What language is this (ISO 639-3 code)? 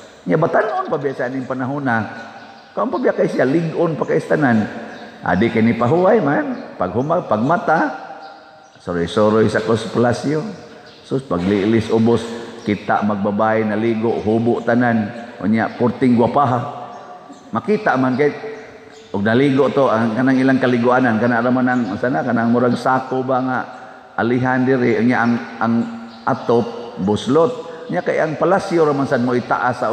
ceb